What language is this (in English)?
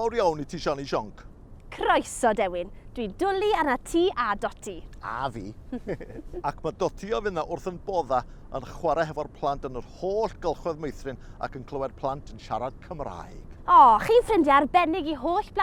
Welsh